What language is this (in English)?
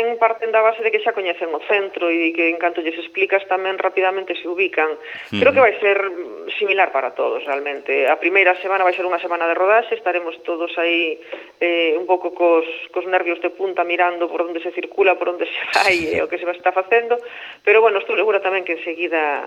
Galician